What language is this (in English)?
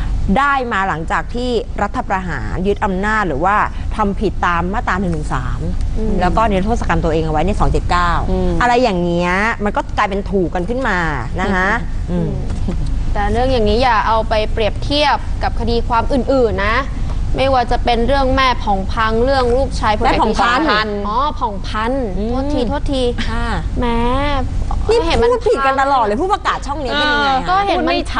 Thai